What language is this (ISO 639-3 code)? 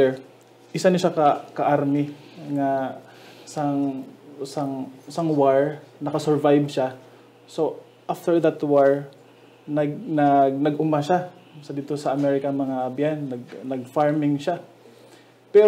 hil